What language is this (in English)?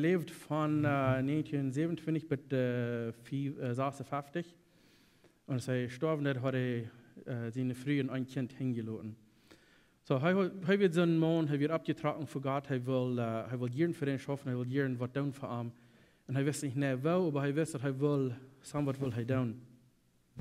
Plautdietsch